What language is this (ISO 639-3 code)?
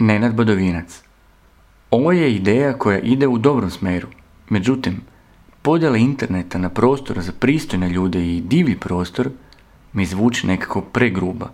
srp